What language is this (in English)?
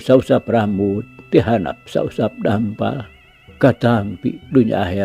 Sundanese